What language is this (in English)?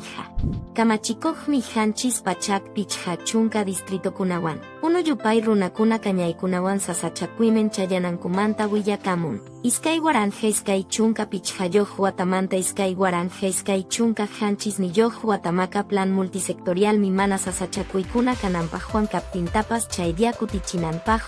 Quechua